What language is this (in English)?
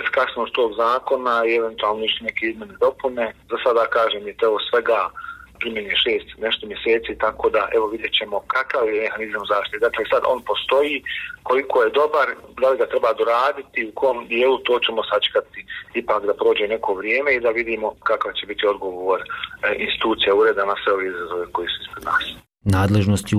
Bosnian